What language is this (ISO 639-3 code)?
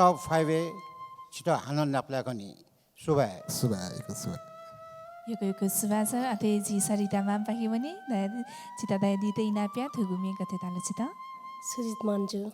new